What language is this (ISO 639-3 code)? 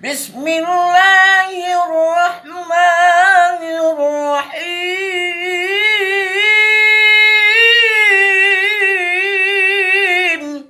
ace